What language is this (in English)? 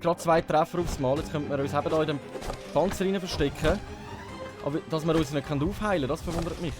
Swiss German